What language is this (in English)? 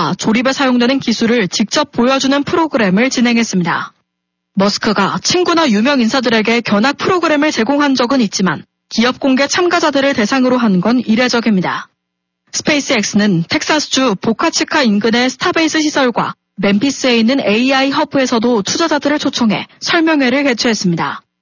Korean